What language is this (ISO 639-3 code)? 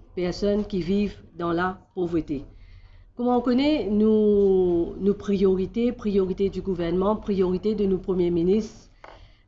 mfe